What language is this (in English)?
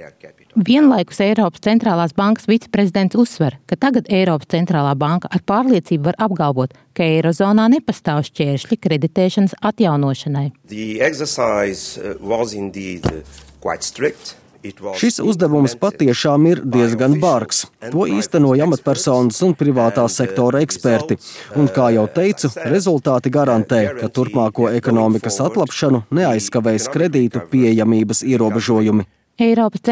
Latvian